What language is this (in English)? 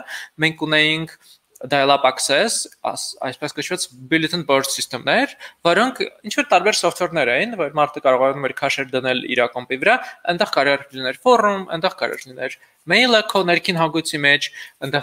Armenian